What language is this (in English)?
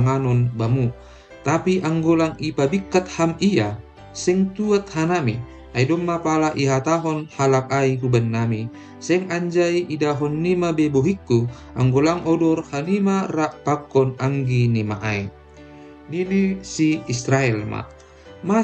Batak Simalungun